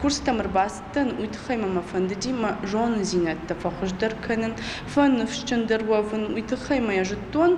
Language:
Ossetic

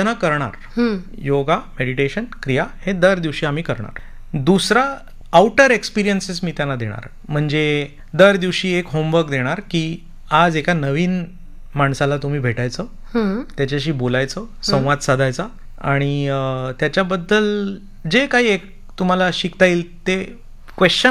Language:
Marathi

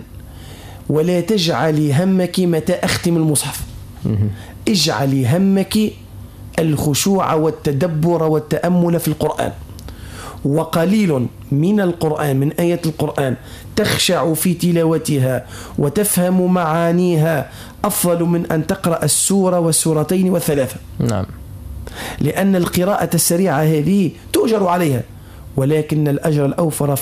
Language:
Arabic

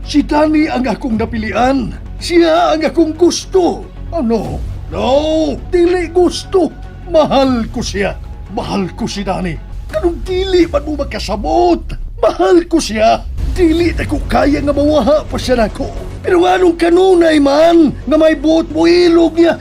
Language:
Cebuano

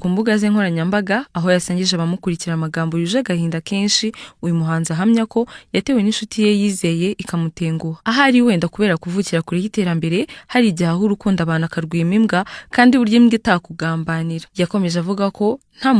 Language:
Kinyarwanda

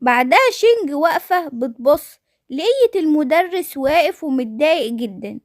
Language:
Egyptian Arabic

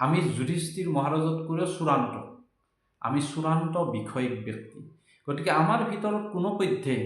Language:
Assamese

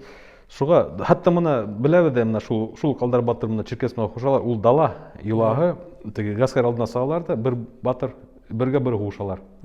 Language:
Bashkir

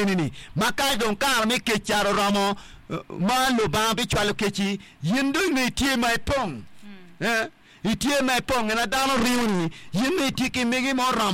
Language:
Acoli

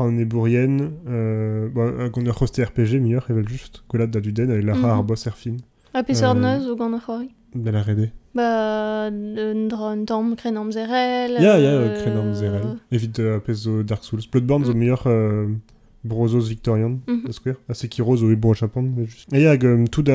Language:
Breton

